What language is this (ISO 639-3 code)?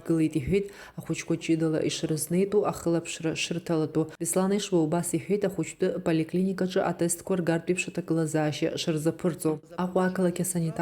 abk